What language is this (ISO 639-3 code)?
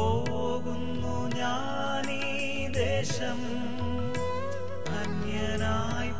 mal